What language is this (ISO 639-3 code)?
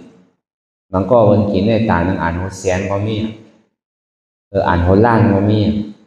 shn